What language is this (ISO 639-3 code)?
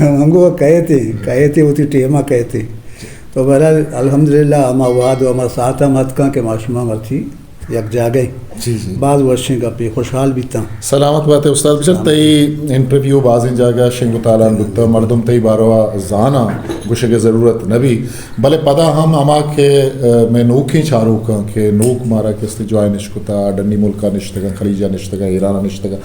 bgp